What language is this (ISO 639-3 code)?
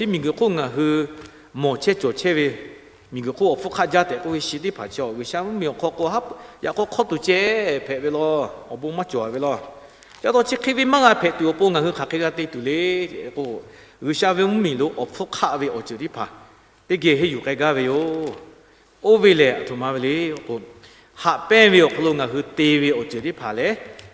lhu